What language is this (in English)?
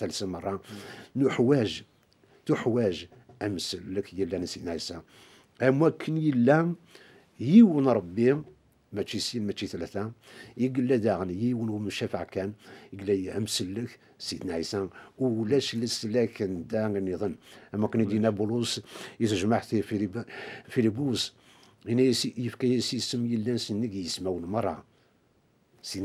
Kabyle